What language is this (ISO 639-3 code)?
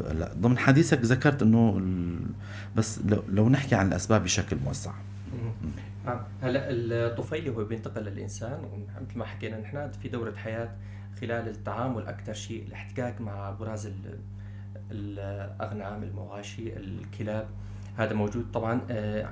apc